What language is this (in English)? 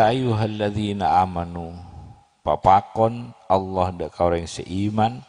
Madurese